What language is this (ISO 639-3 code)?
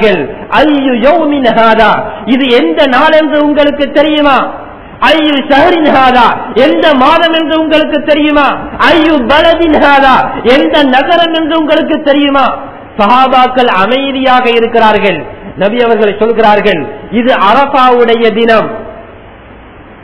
tam